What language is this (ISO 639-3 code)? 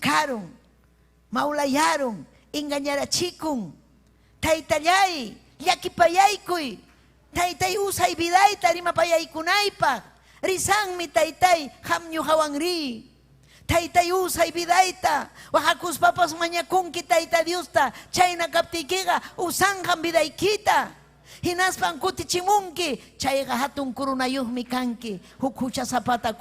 quy